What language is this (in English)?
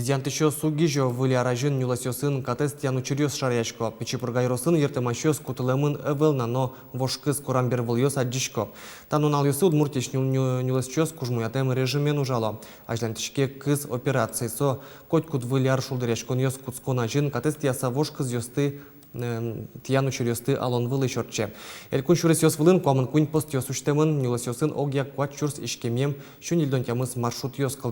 Udmurt